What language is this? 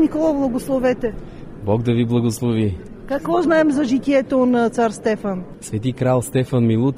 Bulgarian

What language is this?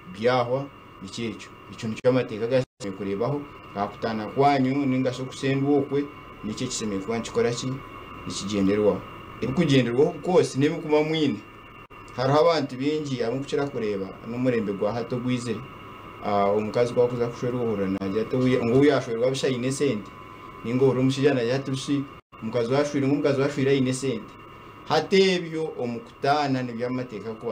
Nyankole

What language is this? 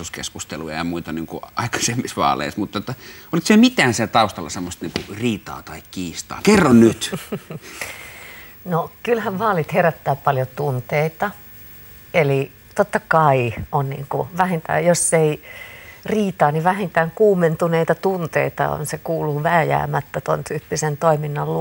Finnish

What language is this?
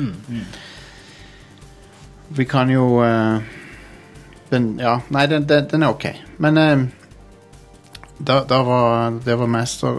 Norwegian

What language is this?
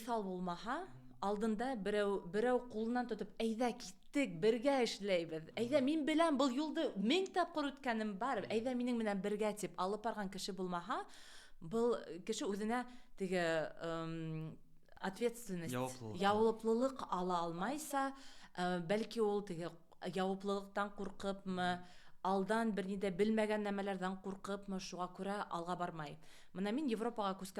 Bashkir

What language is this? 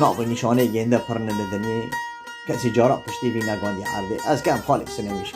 Kurdish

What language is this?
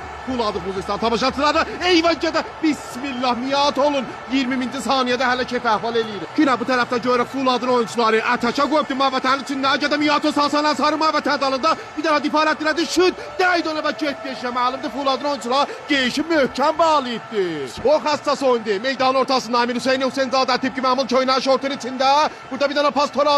South Azerbaijani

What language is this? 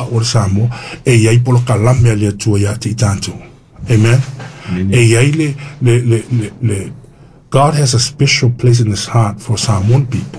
Samoan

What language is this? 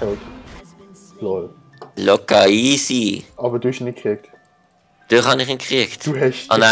Swiss German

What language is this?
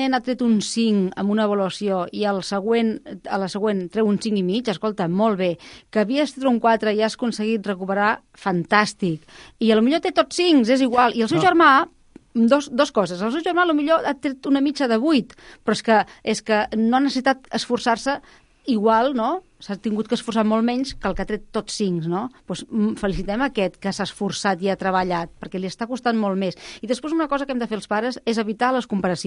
Catalan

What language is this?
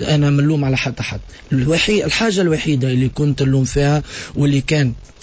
Tunisian Arabic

